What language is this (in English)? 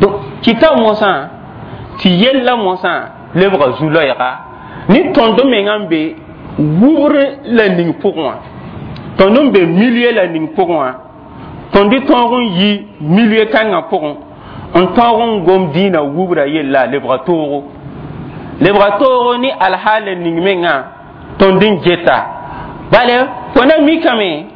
Mossi